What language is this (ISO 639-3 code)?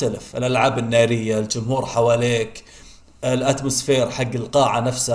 arz